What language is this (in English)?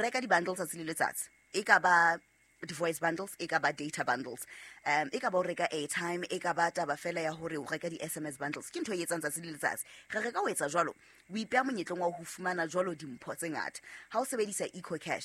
Southern Sotho